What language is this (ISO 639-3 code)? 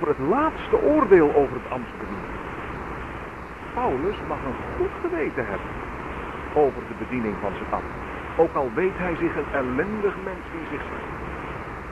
nld